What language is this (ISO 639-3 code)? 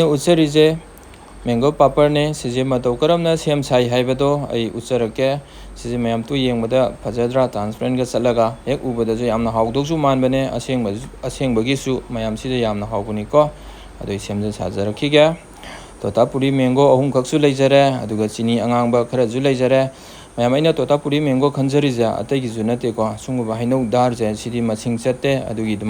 mni